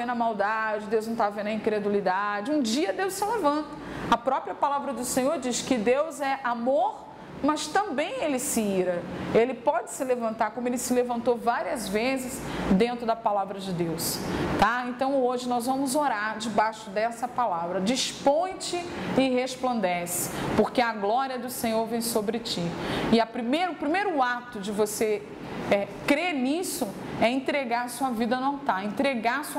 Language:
Portuguese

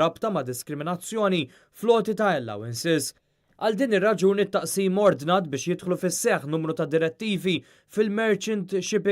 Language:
Maltese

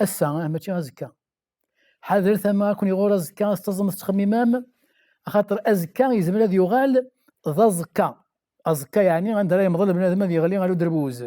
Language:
Kabyle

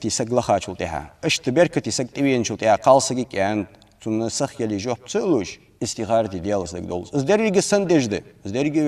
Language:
Ingush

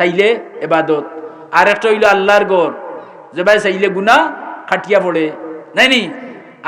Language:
Sylheti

